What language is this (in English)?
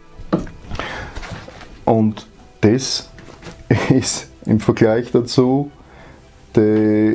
German